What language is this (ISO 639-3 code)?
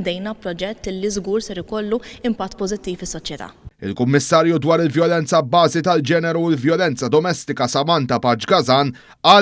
mlt